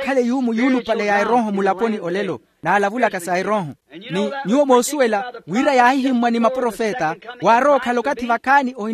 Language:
Makhuwa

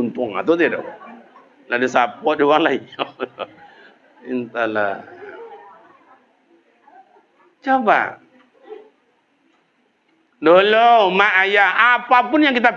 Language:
Malay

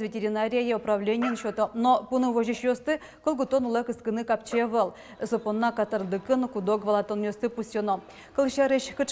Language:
Udmurt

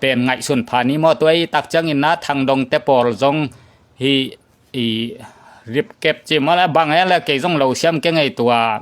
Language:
Tedim Chin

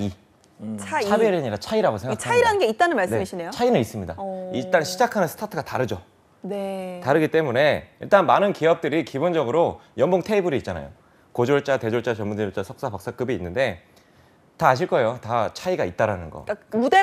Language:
Korean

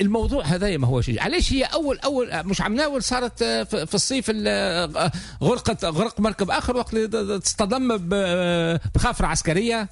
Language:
Tunisian Arabic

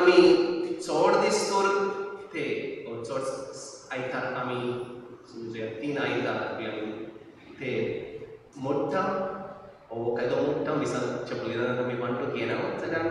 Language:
Konkani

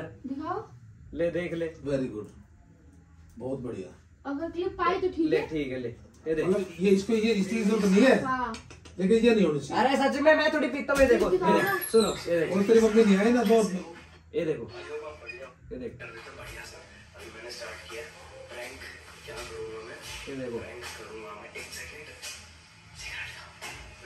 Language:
Hindi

